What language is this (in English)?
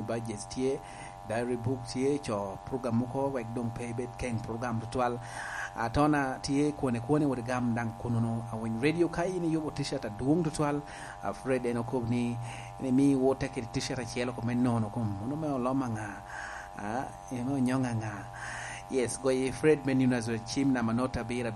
Lango (Uganda)